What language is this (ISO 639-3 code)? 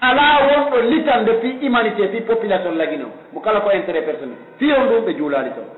fuf